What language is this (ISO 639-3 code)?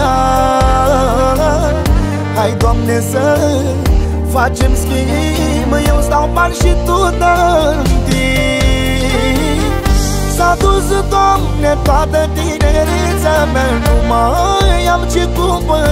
ron